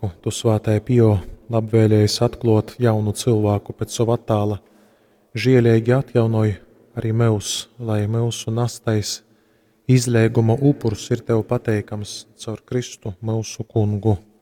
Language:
Latgalian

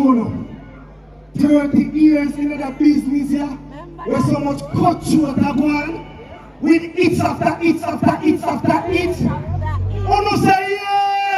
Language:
Jamaican Creole English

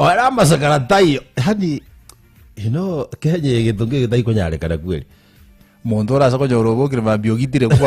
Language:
Gusii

